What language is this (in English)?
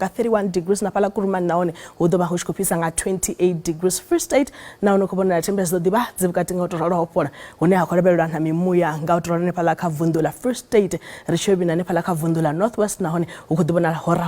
Venda